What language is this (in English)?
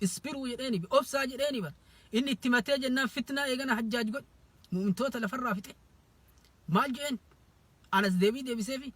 Oromo